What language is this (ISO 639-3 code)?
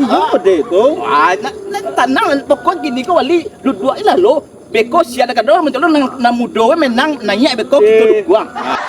min